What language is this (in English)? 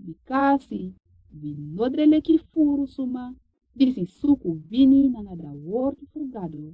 Sranan Tongo